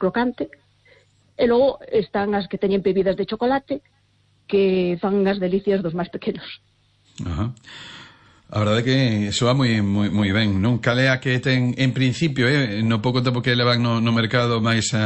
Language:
Galician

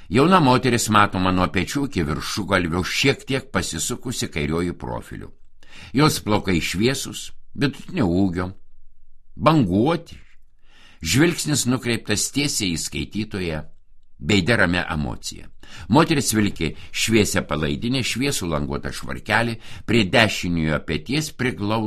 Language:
Lithuanian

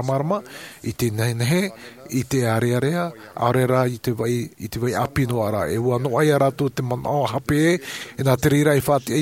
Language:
Tahitian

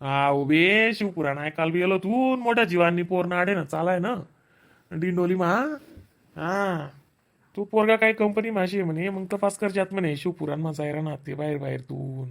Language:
Khandesi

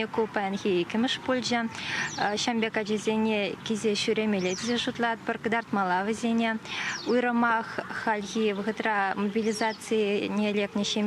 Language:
Chuvash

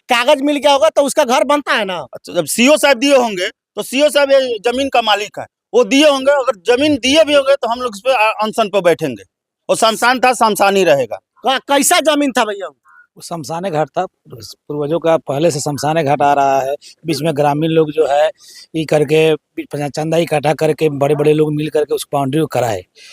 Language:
Bhojpuri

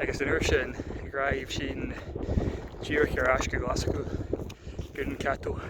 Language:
Scottish Gaelic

